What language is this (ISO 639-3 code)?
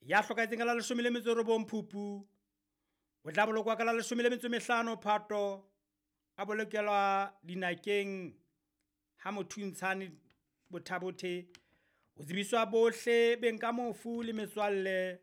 sot